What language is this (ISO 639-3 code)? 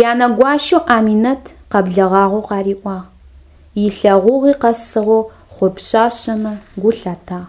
ady